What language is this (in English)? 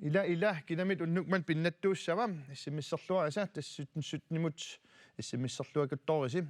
Kalaallisut